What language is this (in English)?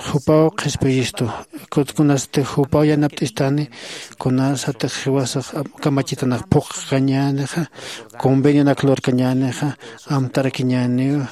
Aymara